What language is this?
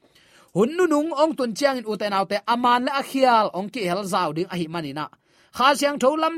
Tedim Chin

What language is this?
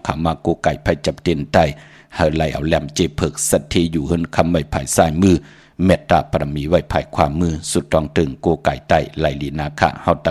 Shan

